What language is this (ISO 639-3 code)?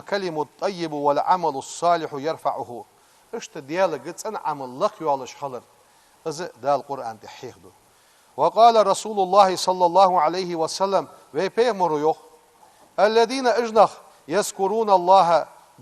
inh